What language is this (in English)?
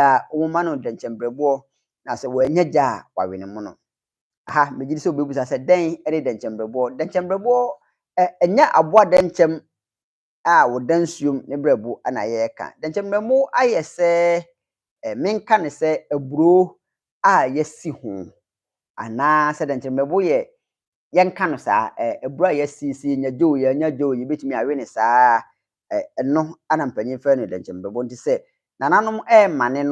Akan